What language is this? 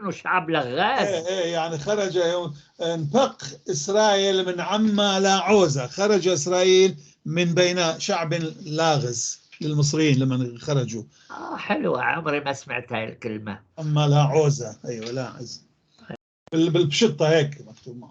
North Levantine Arabic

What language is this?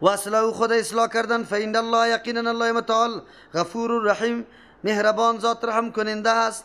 Persian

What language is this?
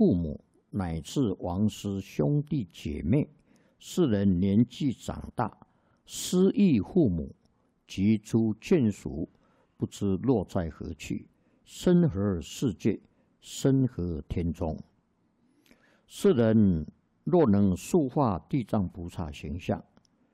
Chinese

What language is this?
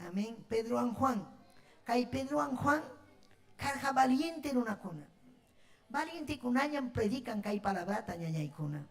Ayacucho Quechua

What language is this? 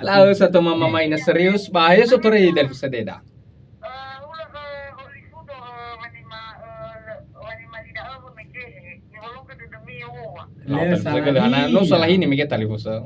Nias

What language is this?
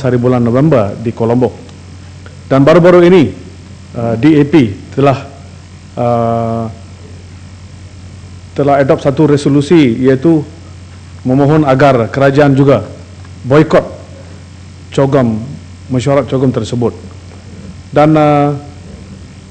Malay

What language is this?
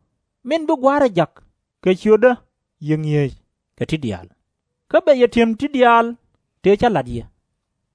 Nuer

